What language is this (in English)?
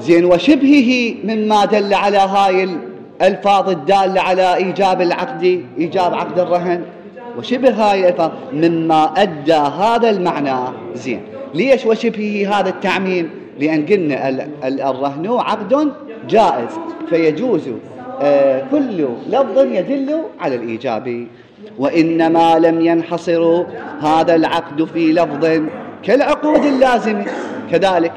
Mesopotamian Arabic